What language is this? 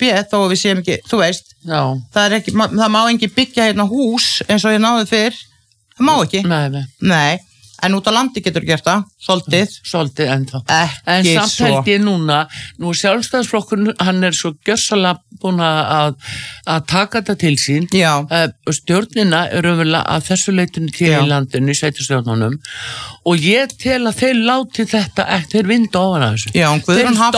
Icelandic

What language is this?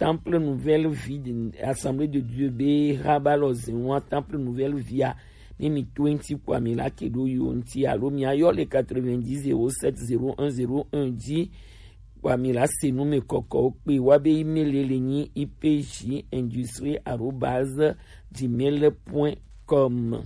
Gen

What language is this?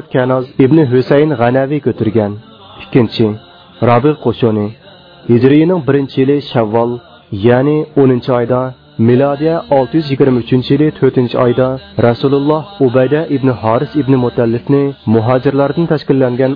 Uyghur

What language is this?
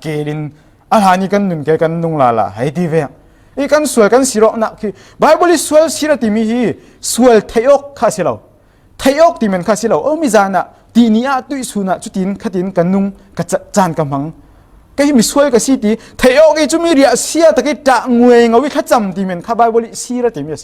Falam Chin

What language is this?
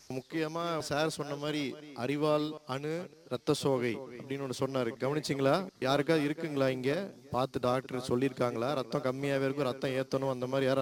Tamil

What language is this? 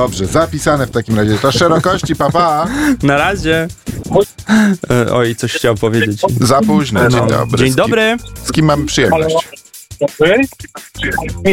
Polish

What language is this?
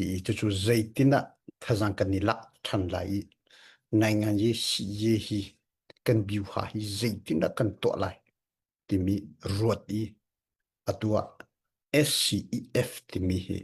Hakha Chin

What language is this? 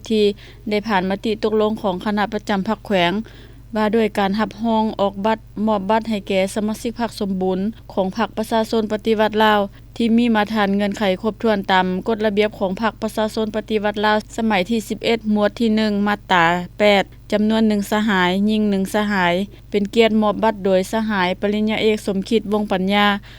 Lao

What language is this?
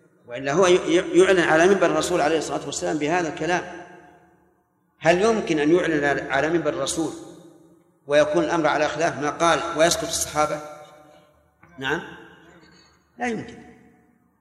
Arabic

